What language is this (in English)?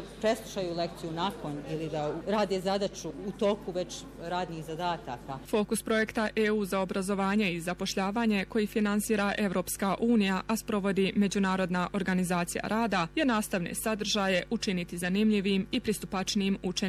Bosnian